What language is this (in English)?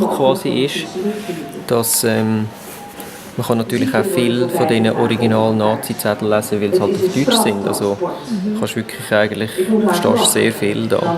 Swiss German